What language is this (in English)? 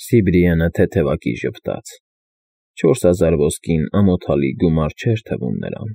Armenian